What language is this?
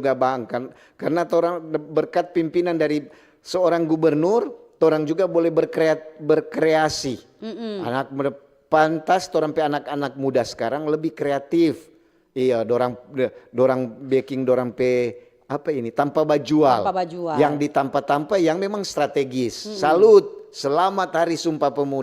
Manado Malay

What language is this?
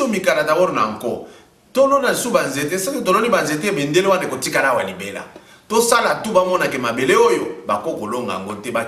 Lingala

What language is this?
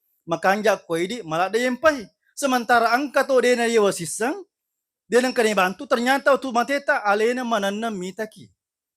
Buginese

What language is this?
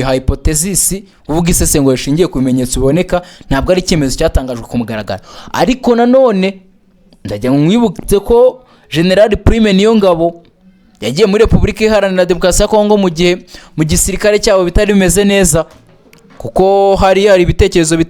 Kinyarwanda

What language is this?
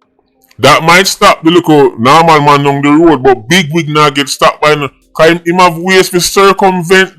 Jamaican Creole English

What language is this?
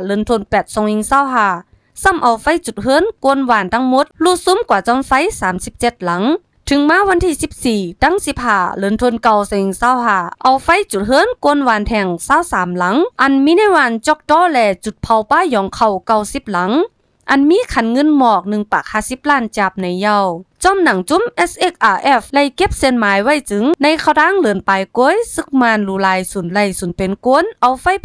Shan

